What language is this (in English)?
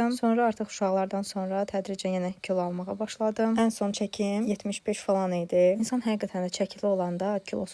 Azerbaijani